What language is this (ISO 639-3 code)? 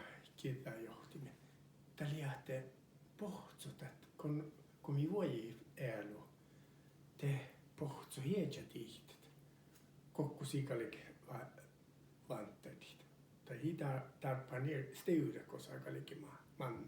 sme